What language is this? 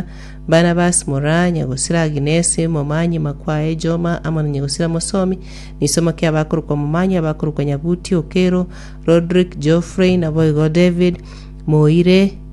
Gusii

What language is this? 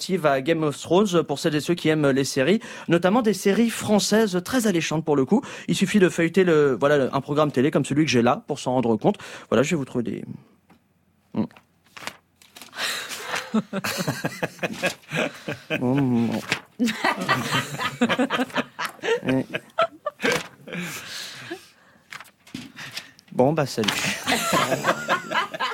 French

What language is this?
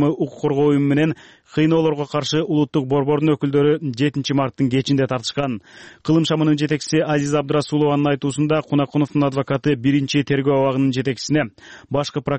Kyrgyz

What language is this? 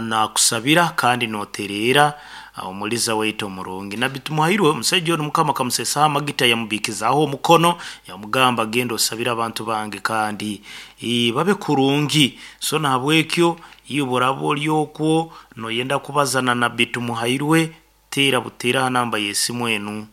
Nyankole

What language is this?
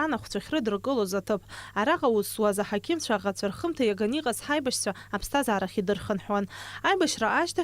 Abkhazian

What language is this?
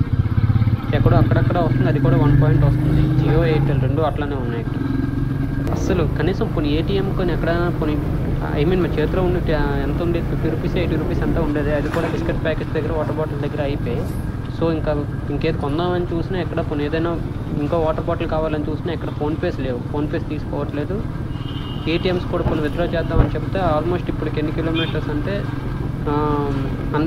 Telugu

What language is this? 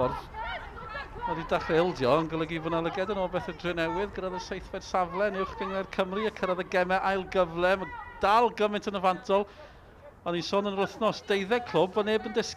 Welsh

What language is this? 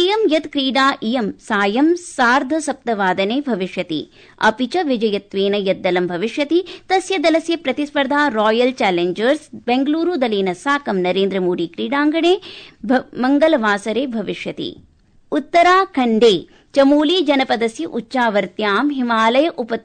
Sanskrit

